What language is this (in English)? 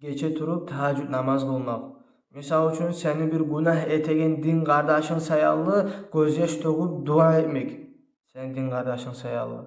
Kumyk